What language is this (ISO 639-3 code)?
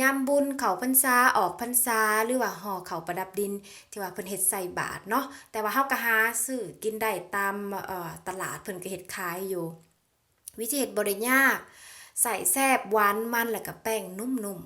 lao